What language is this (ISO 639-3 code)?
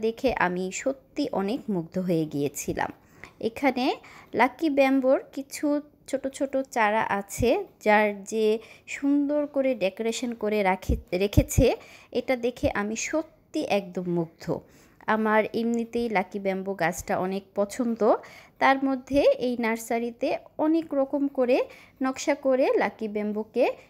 ben